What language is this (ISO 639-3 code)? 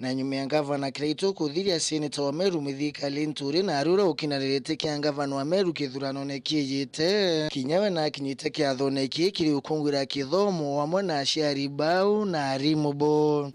mer